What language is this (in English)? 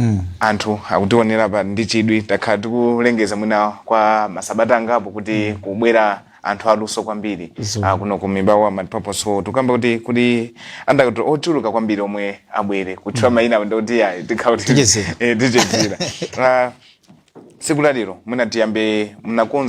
Nyanja